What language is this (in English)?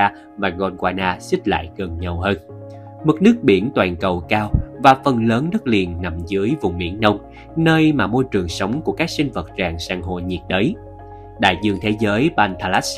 Vietnamese